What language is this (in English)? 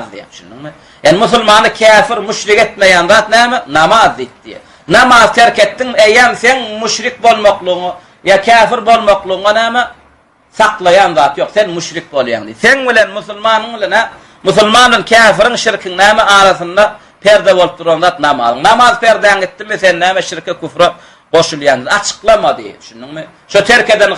Turkmen